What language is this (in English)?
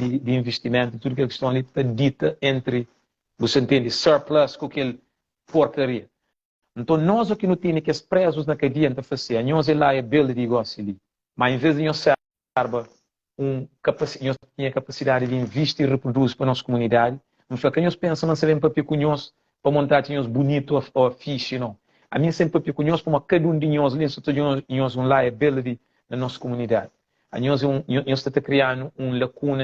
Kabuverdianu